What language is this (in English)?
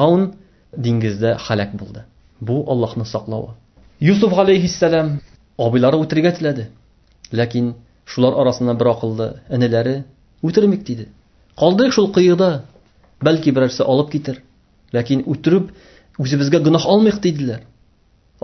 Tatar